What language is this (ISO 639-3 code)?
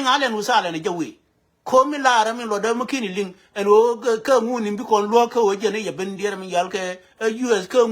nus